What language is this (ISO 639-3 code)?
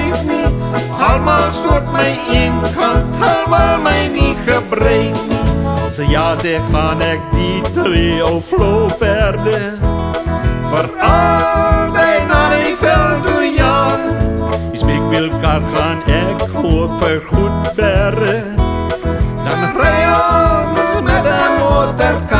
afr